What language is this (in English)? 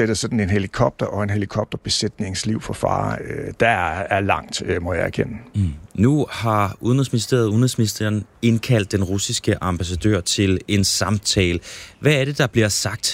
Danish